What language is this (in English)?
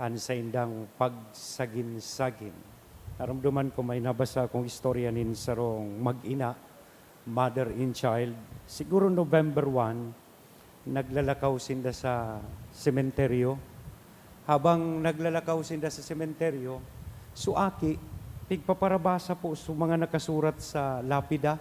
Bikol